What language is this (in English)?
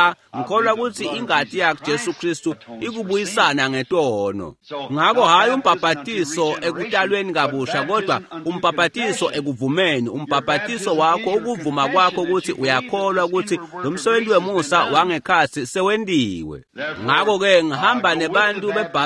Swati